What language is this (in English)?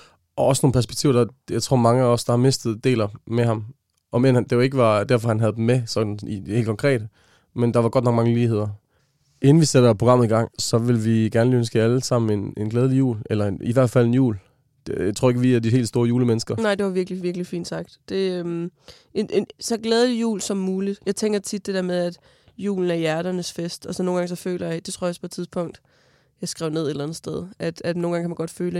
Danish